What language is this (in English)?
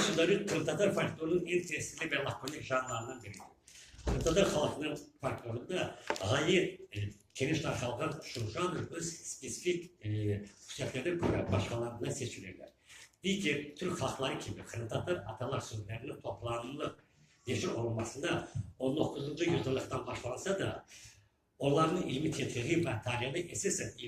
Crimean Tatar